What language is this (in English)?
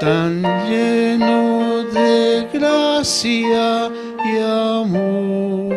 South Bolivian Quechua